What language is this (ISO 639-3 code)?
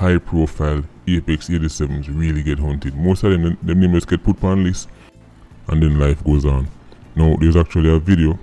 jam